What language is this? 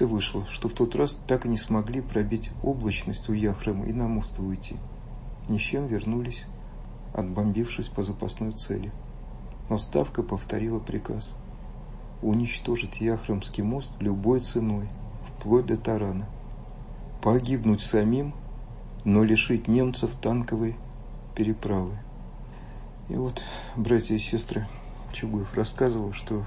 Russian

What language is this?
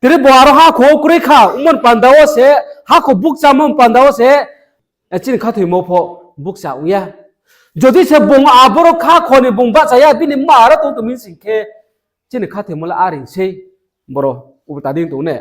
Riang (India)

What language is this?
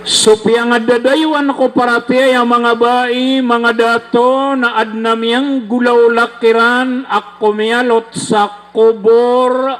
Maranao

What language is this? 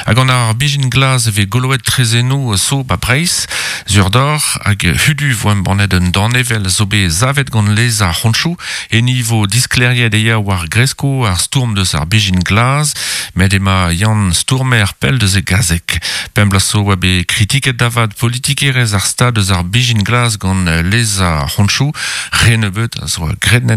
Breton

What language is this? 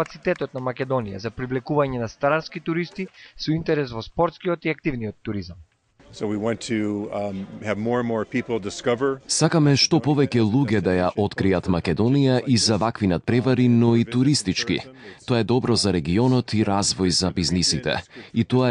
Macedonian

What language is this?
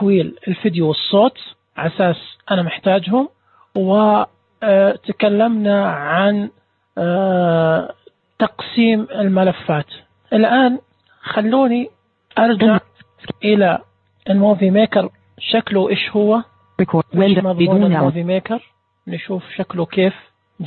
Najdi Arabic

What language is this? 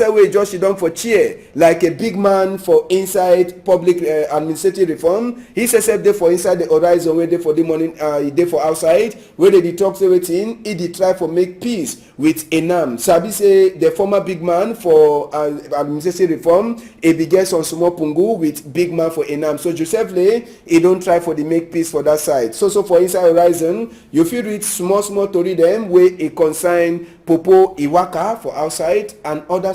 Cameroon Pidgin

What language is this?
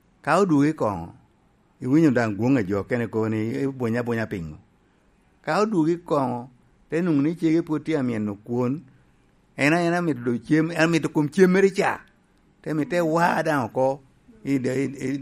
Lango (Uganda)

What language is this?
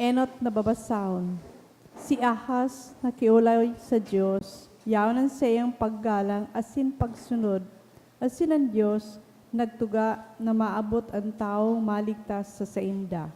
Bikol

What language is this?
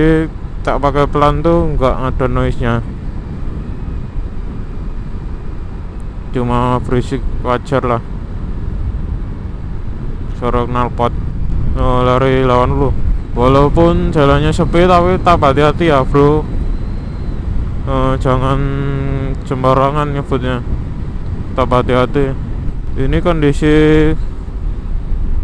Indonesian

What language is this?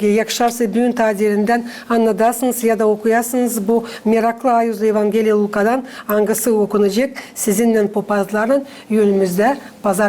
Gagauz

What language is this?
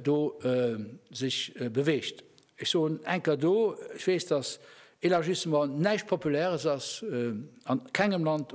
Luxembourgish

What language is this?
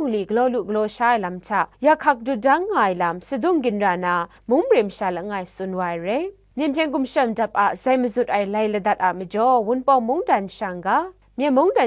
Kachin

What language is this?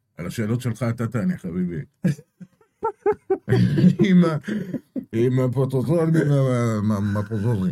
Hebrew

